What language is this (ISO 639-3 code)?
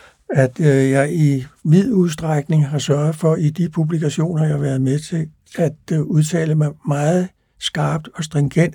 dan